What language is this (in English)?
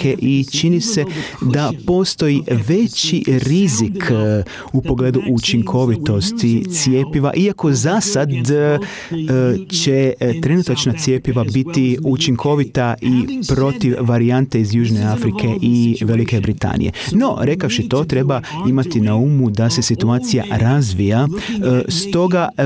Croatian